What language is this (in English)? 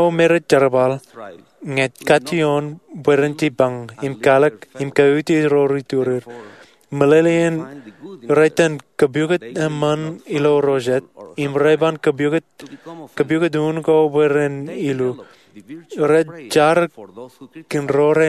Marshallese